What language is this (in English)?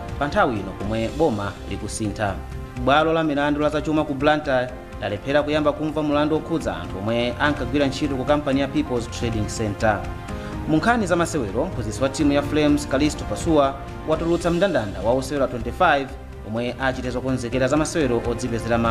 Nyanja